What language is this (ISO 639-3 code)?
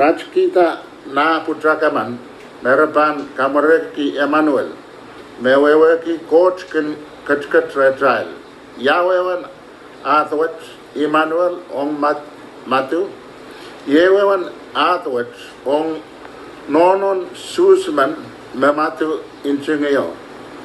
pon